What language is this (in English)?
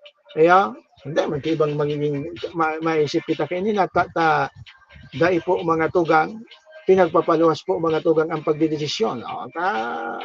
Bikol